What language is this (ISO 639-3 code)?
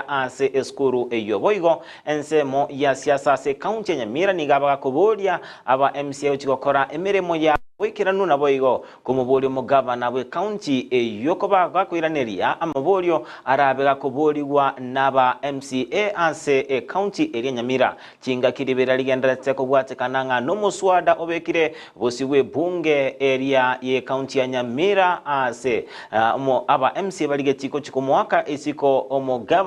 guz